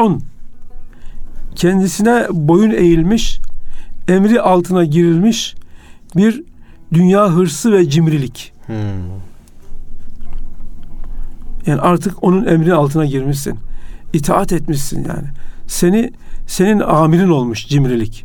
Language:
Turkish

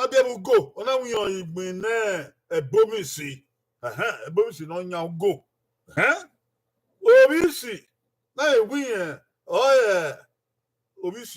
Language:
Bini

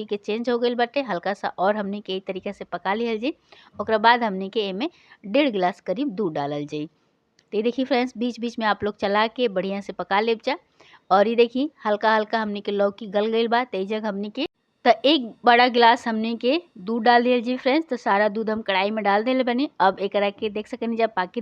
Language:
Bhojpuri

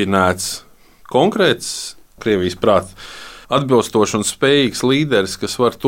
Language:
Latvian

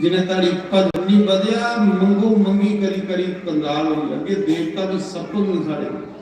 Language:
Dogri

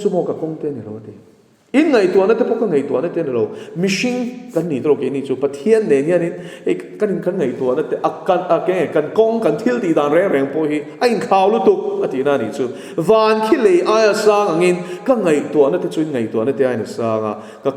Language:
Mizo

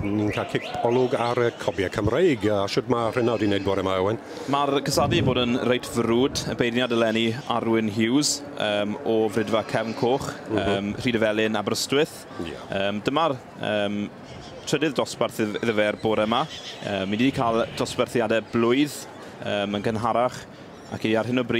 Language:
Welsh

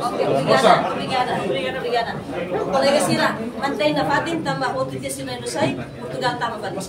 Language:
Tetum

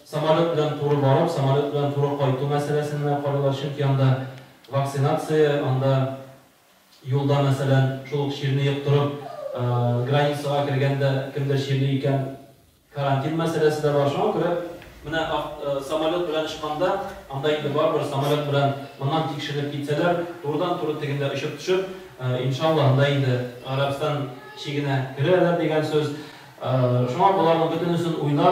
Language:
Tatar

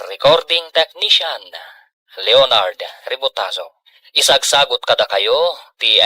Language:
Iloko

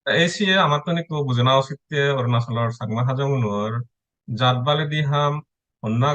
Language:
Chakma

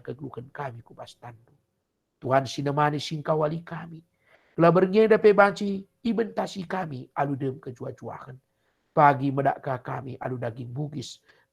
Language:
Batak Karo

